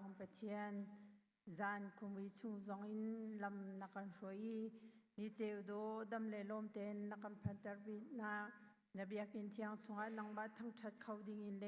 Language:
Hakha Chin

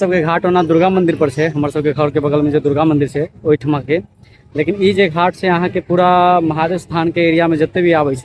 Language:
Maithili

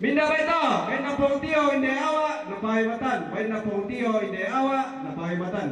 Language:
Toraja-Sa'dan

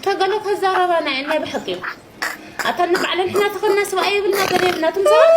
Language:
Tigrinya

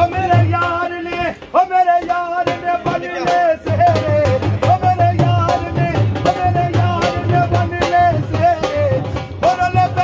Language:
Pahari-Potwari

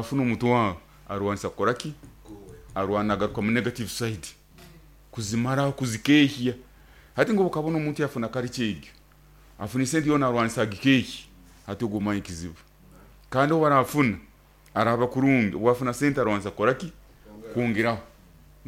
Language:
Nyoro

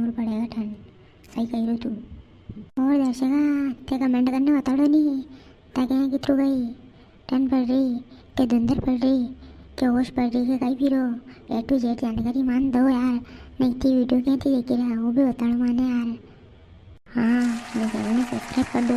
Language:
Rajasthani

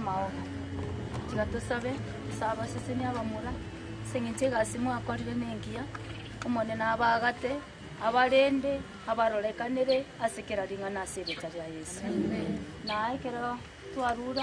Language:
Gusii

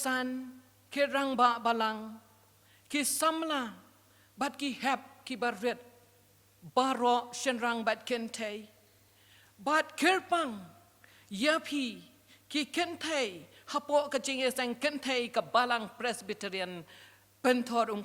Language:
Khasi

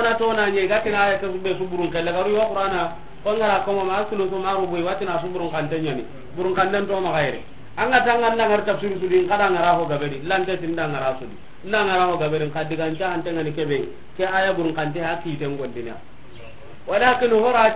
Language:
Soninke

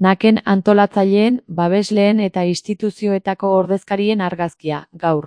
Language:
Basque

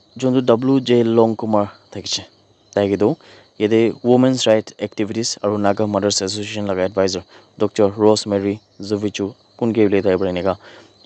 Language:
Naga Pidgin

